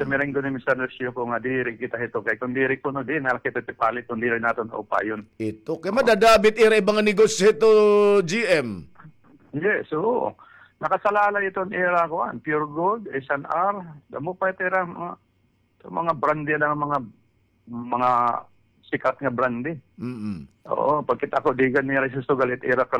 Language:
Waray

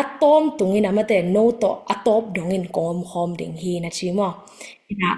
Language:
Tedim Chin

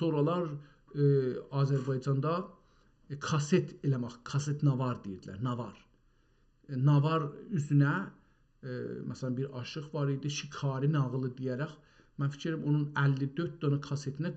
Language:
South Azerbaijani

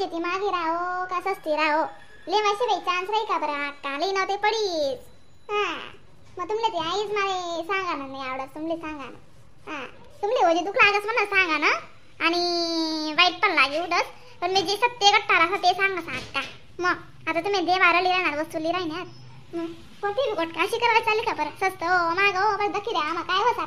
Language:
Khandesi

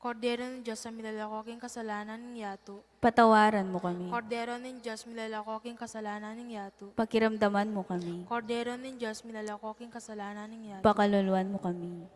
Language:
Pampanga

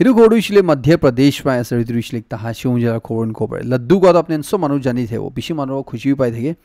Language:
Naga Pidgin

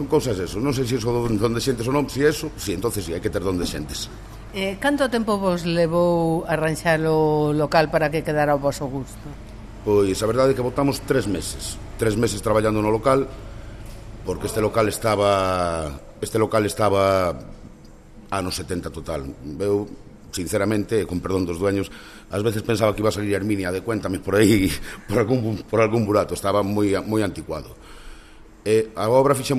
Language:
Galician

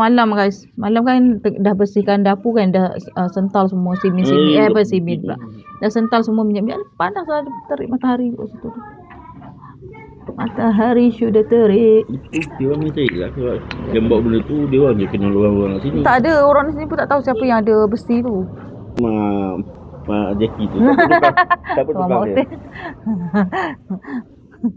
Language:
Malay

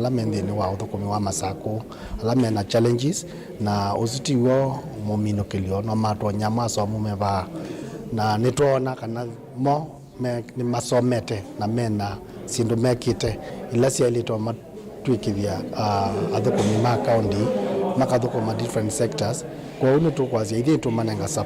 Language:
Kamba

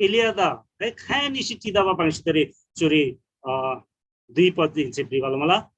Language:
Eastern Tamang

